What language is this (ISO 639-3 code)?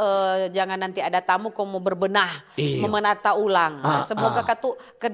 xmm